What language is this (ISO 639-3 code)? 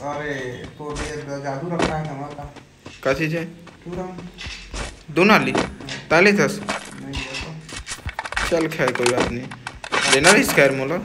hne